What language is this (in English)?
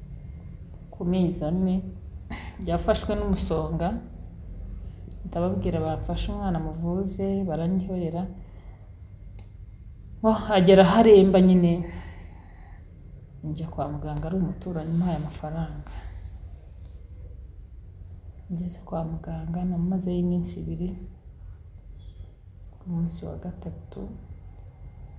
Kinyarwanda